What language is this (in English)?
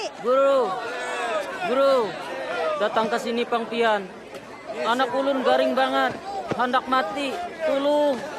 Banjar